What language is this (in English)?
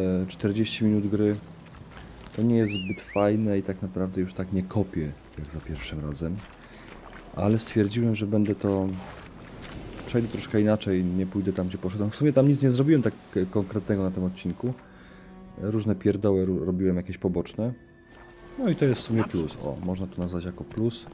Polish